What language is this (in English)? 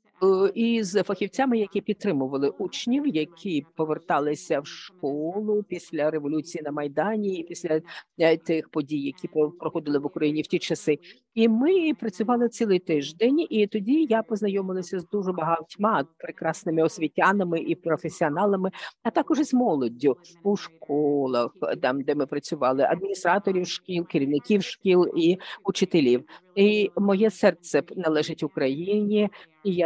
Ukrainian